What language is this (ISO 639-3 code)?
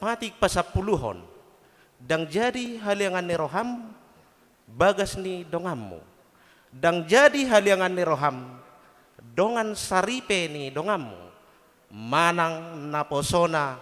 bbc